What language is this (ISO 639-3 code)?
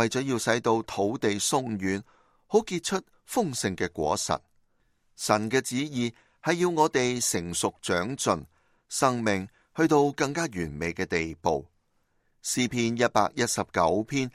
yue